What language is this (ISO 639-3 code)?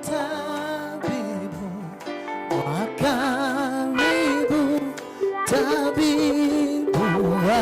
mer